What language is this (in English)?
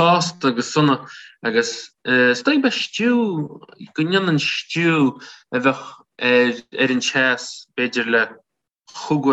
Irish